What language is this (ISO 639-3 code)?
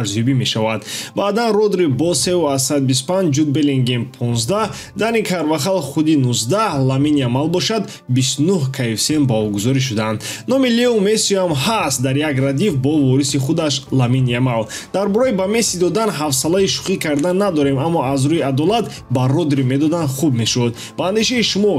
tgk